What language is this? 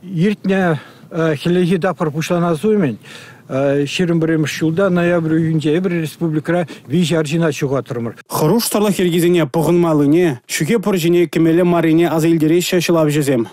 Chuvash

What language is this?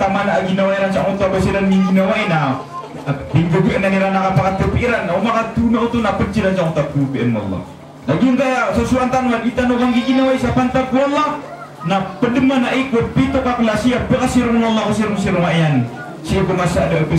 Maranao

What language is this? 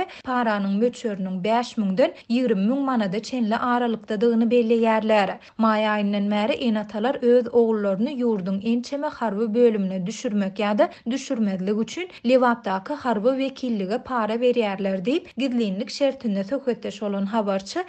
Turkmen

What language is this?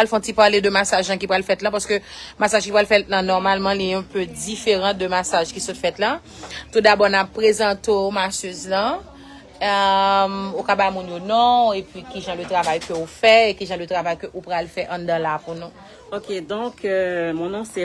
Haitian Creole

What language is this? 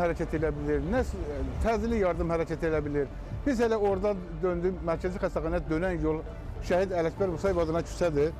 Azerbaijani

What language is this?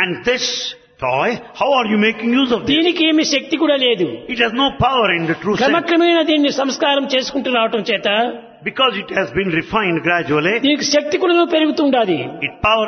Telugu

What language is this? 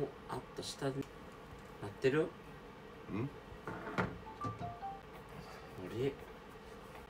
Japanese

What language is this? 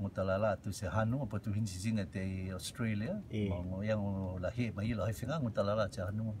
Rotuman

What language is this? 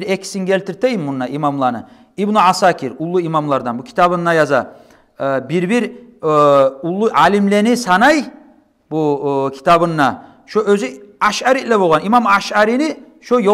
Kumyk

